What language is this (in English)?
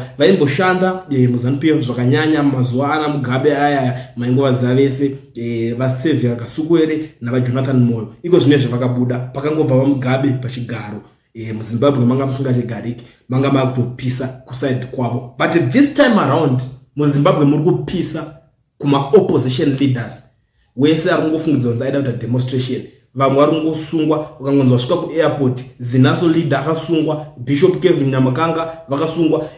Shona